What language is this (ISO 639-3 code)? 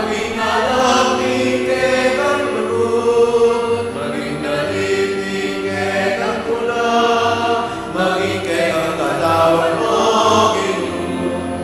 pam